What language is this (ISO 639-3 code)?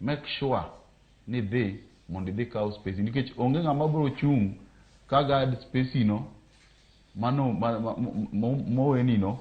luo